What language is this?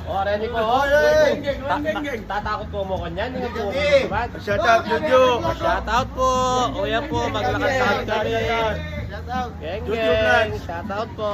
Pampanga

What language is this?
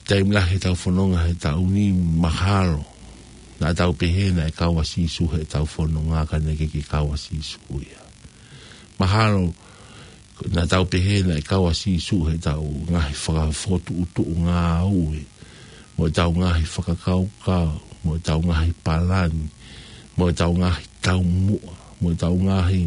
Tongan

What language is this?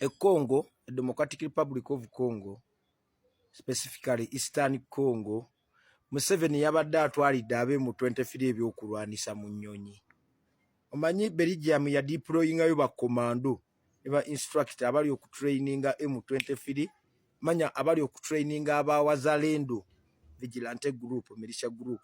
Ganda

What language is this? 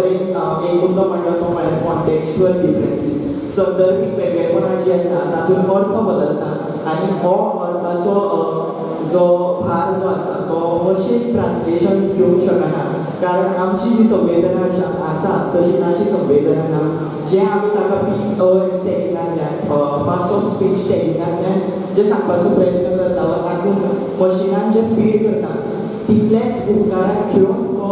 Konkani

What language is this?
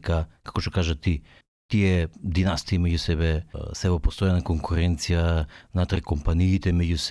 Macedonian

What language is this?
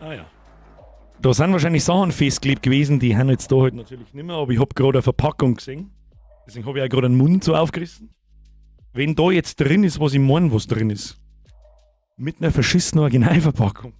Bavarian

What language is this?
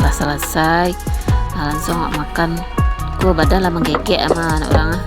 Minangkabau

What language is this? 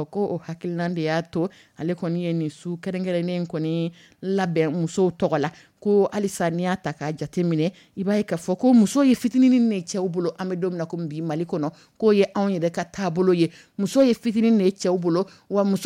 Dyula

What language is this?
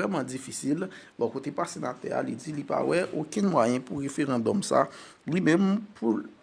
Haitian Creole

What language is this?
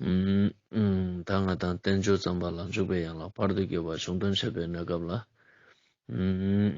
Ladakhi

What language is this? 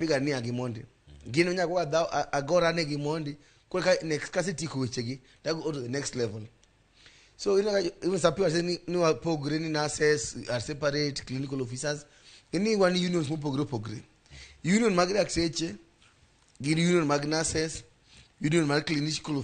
Luo (Kenya and Tanzania)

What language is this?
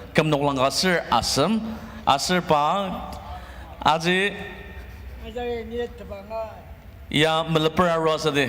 Ao Naga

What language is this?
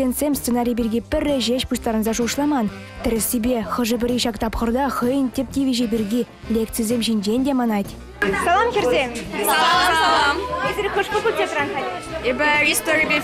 Chuvash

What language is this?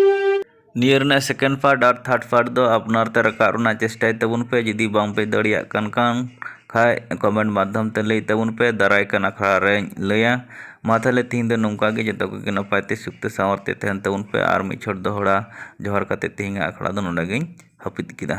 Santali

